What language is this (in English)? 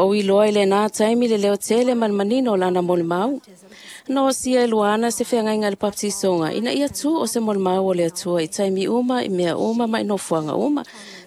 Samoan